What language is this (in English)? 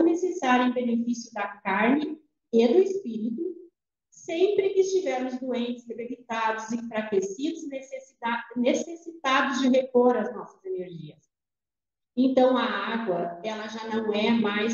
Portuguese